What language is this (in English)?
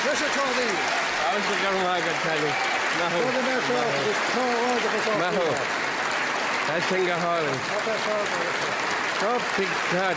Irish